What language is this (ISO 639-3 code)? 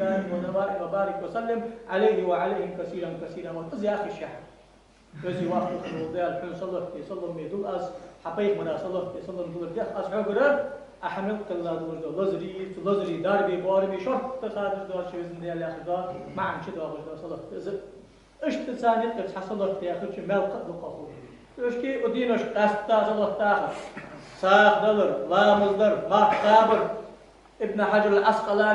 inh